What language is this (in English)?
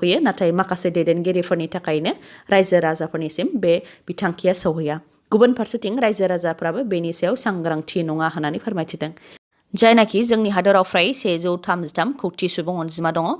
Bodo